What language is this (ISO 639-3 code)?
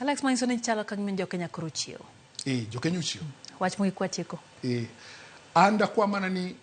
luo